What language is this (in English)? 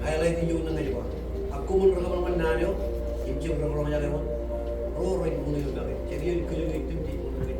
Marshallese